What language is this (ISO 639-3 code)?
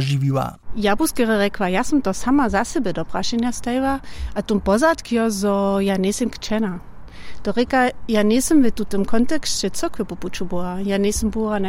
hsb